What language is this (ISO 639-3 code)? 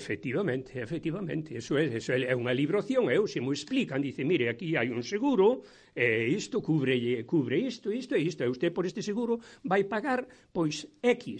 glg